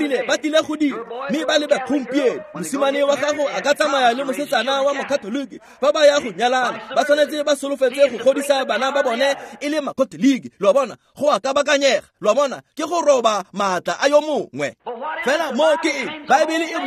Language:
Tswana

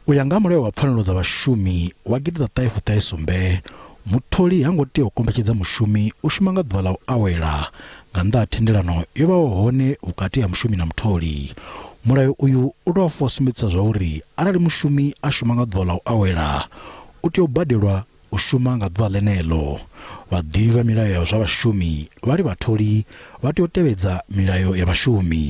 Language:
Venda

